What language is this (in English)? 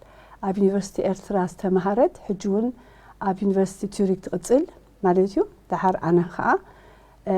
Tigrinya